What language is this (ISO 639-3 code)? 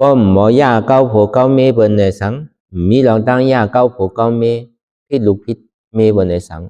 shn